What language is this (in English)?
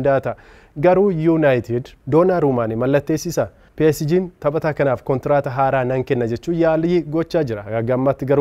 Oromo